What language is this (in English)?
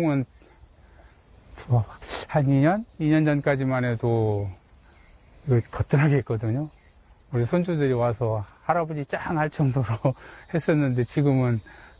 Korean